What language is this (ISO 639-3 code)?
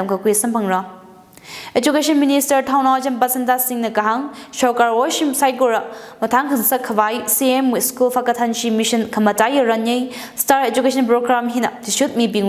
nmf